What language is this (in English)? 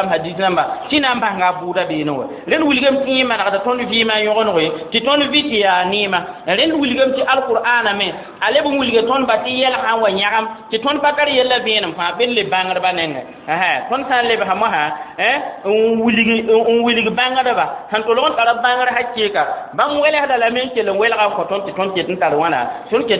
Mossi